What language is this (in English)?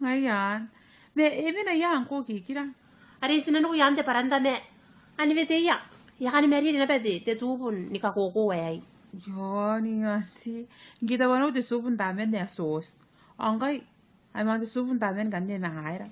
Gilbertese